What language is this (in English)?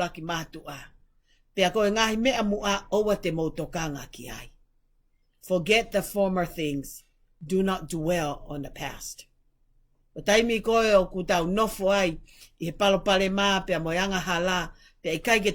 Tongan